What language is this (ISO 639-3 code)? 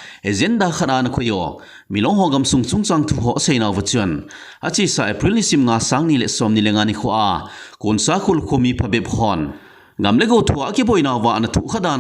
tcz